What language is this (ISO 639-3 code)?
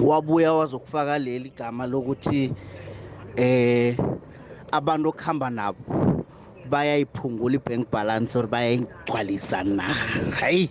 nbl